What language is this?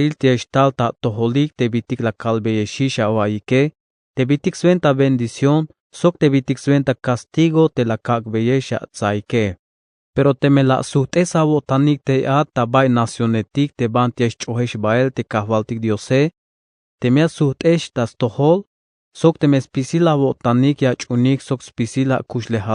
Tzeltal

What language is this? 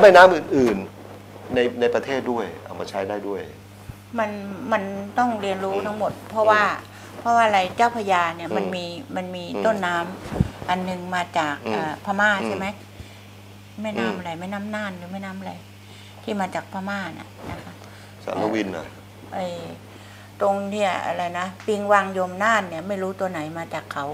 Thai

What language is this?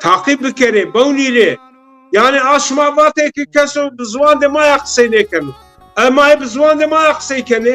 Zaza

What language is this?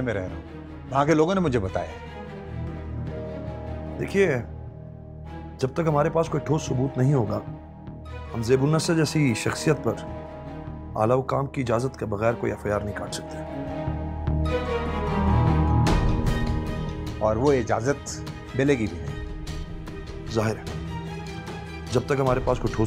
Hindi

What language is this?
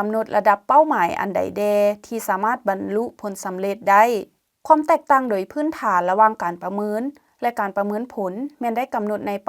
Lao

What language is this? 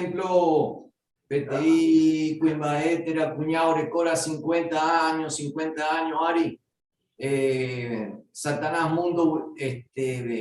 Guarani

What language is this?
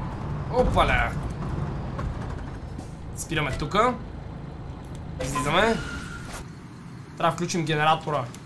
Bulgarian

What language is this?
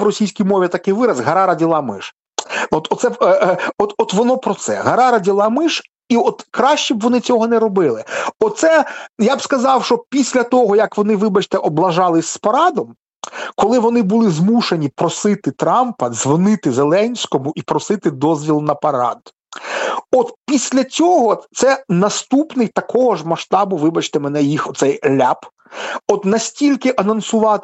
Ukrainian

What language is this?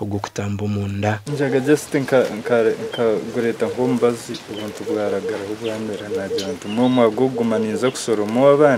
Nyankole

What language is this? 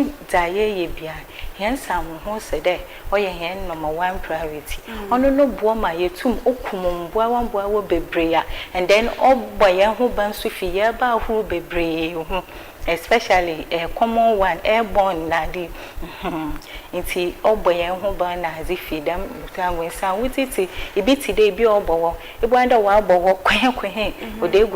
Akan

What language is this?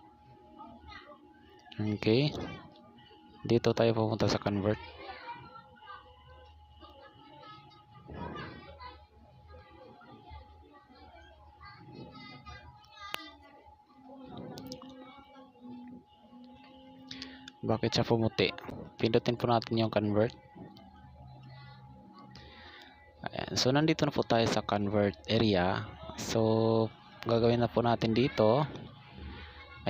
Filipino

